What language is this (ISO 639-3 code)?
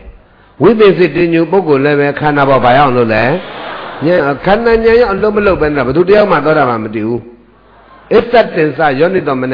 mya